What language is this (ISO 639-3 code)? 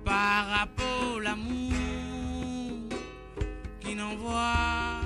mfe